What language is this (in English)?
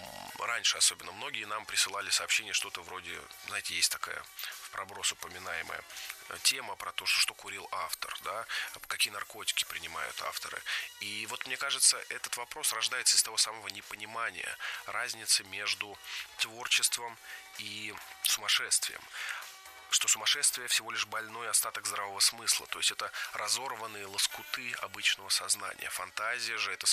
Russian